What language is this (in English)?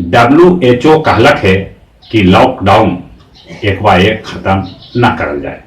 Magahi